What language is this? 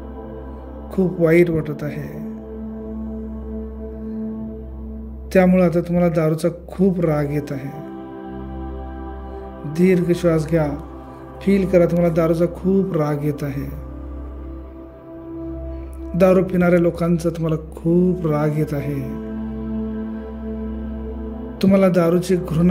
Marathi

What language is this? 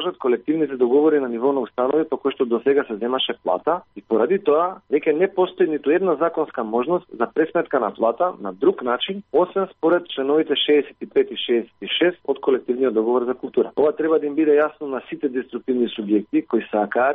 Macedonian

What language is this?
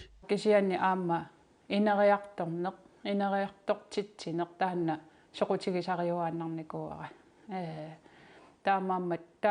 Kalaallisut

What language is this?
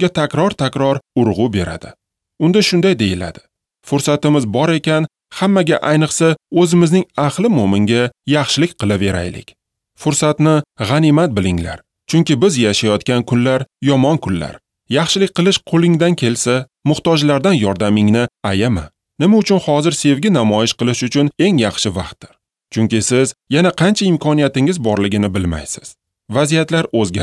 Uzbek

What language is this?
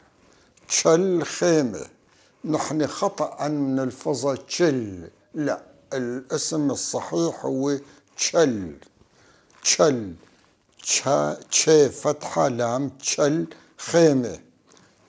North Levantine Arabic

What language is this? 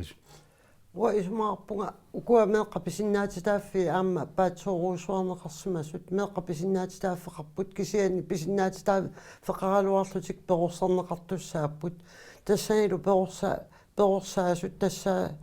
Kalaallisut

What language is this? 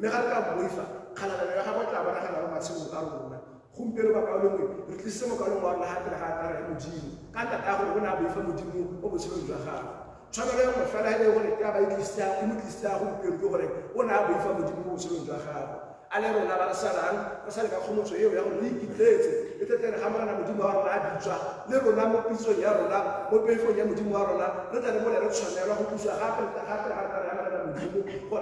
Tswana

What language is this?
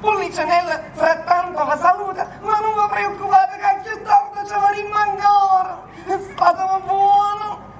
Neapolitan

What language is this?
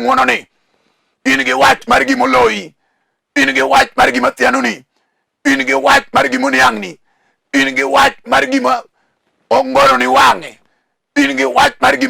Luo (Kenya and Tanzania)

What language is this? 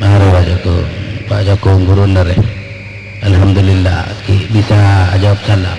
Madurese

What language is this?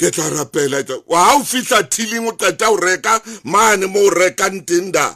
Albanian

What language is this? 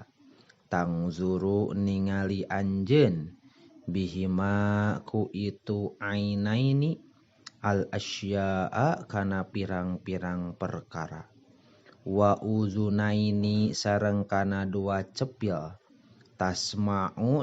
Sundanese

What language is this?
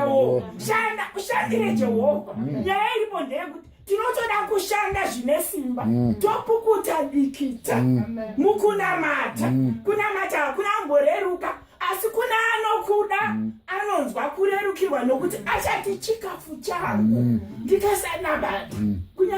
Shona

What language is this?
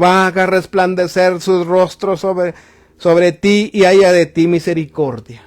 Tzotzil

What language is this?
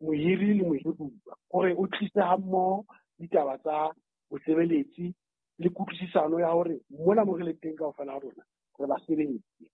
Southern Sotho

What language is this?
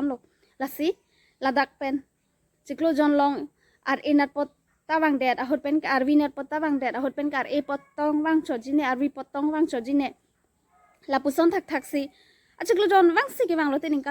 Karbi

